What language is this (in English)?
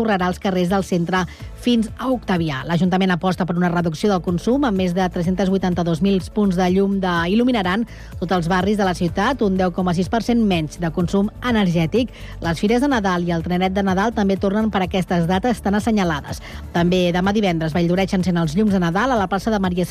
Catalan